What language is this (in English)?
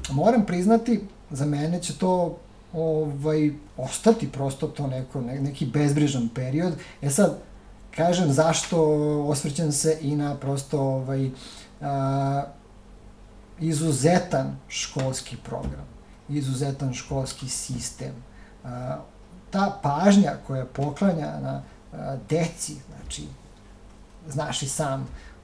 Serbian